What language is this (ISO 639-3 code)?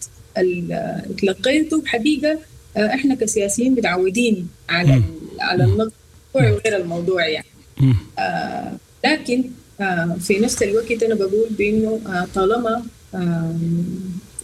apd